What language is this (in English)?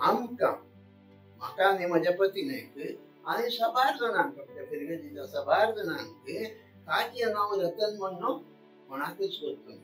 Konkani